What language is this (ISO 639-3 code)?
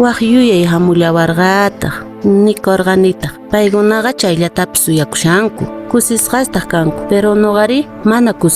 que